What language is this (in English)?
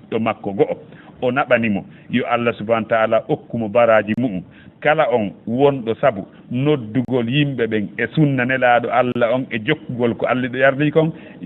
Fula